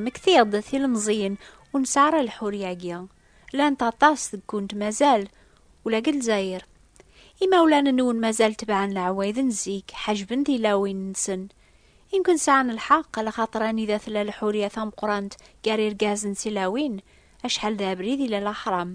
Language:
Kabyle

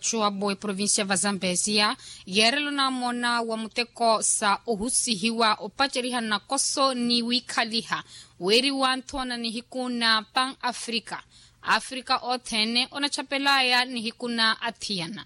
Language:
Makhuwa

